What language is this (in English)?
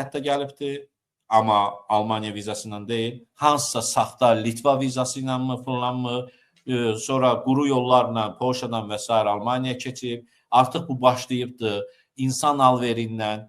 Azerbaijani